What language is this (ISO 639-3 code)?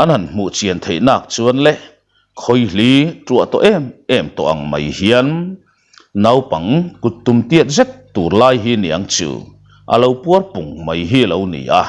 lus